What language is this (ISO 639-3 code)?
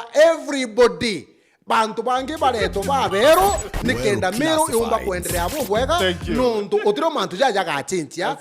mer